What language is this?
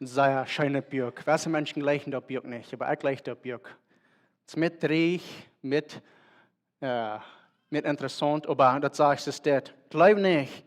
Plautdietsch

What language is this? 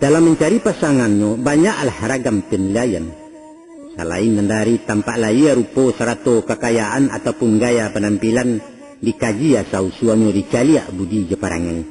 Minangkabau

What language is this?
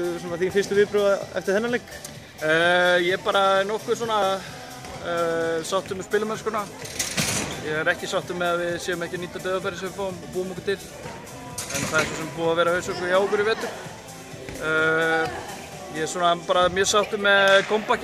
Icelandic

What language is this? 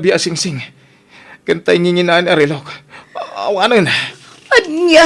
Iloko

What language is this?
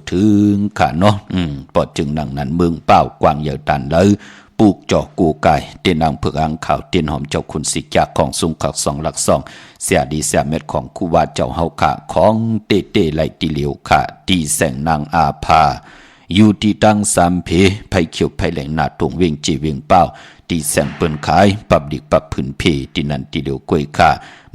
Shan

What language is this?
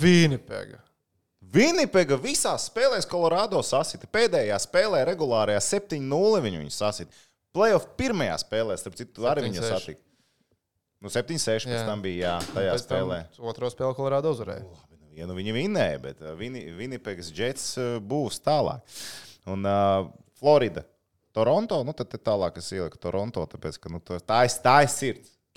Latvian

